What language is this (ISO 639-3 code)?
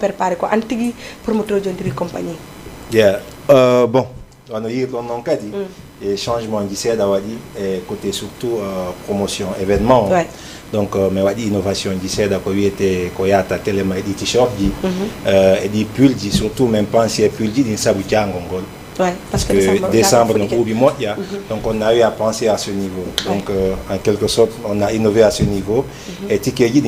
ful